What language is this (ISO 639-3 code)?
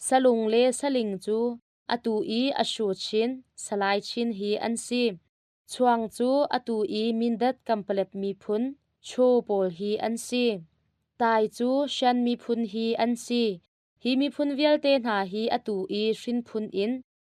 cnh